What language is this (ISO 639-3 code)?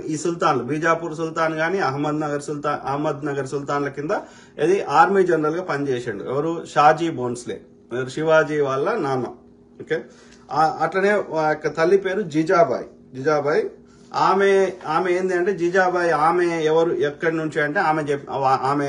tel